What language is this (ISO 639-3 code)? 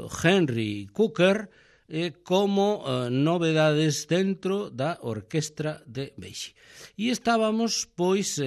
glg